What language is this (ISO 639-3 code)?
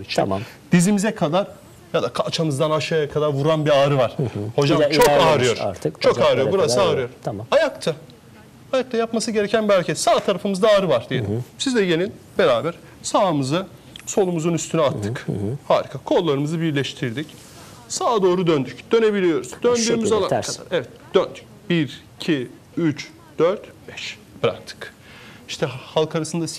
tur